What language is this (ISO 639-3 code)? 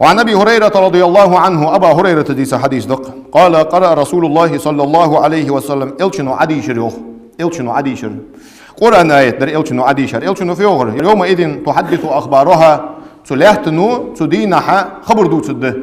inh